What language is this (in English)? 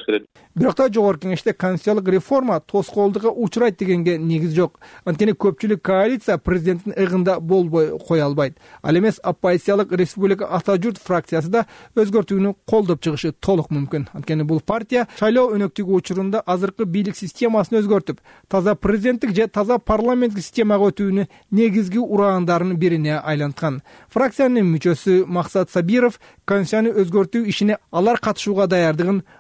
Kyrgyz